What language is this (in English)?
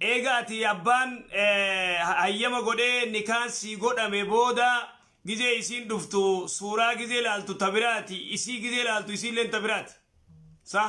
Oromo